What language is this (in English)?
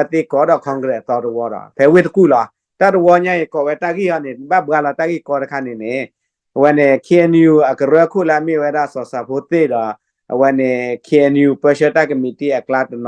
S'gaw Karen